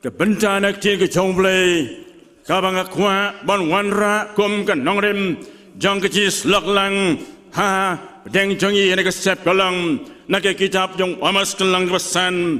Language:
Khasi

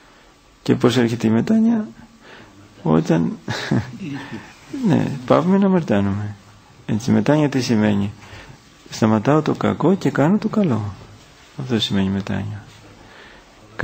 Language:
Greek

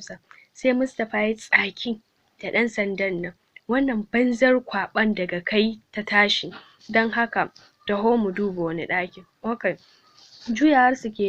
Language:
Hausa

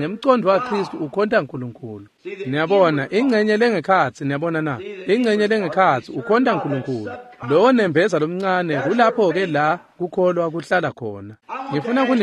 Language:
Swati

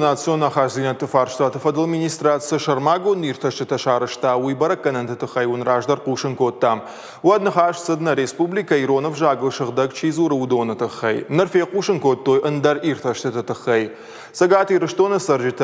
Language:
Ossetic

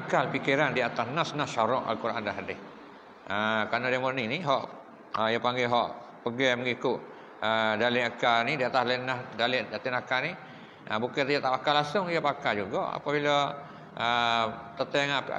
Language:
Malay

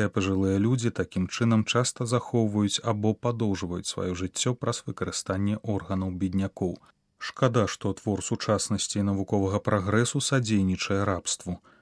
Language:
Belarusian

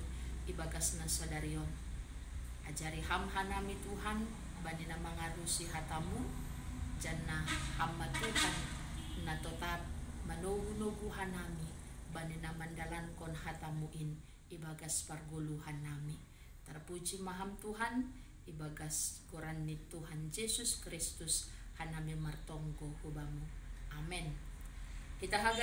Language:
Batak Simalungun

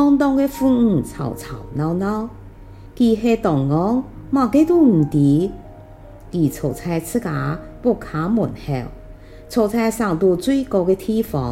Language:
Hakka Chinese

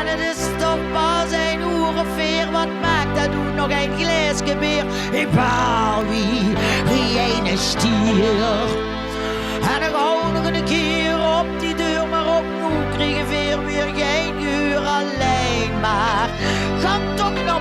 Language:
Limburgish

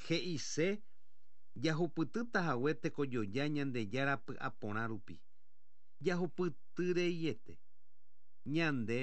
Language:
Guarani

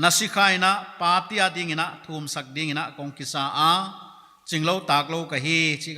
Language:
Paite Chin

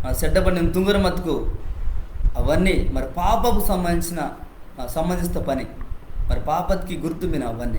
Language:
Koya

